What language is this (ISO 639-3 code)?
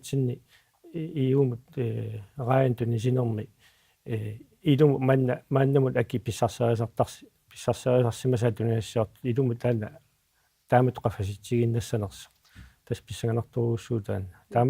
kal